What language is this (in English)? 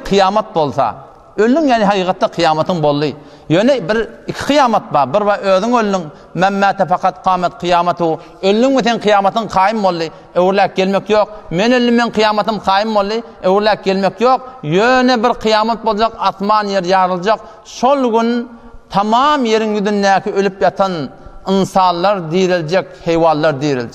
Turkmen